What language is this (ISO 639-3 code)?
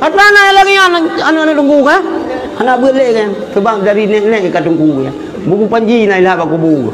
ace